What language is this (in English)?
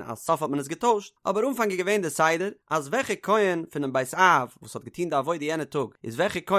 Yiddish